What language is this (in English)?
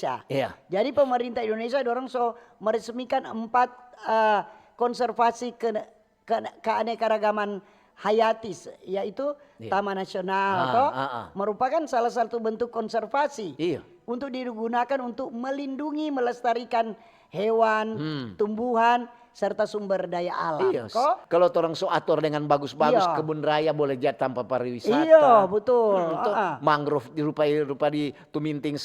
Manado Malay